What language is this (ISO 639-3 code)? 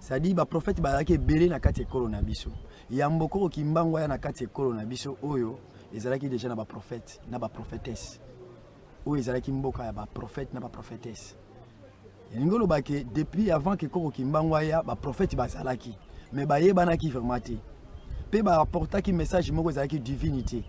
lin